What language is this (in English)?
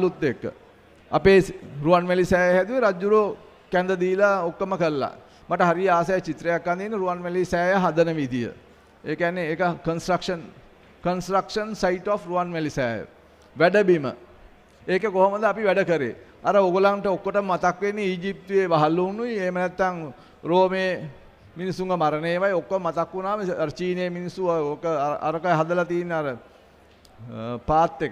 Sinhala